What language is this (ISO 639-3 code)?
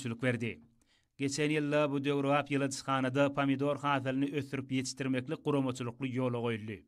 tuk